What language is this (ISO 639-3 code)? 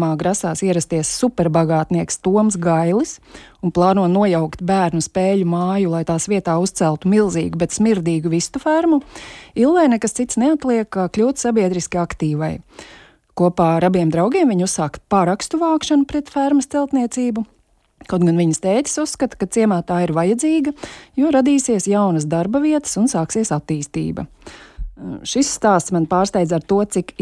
lav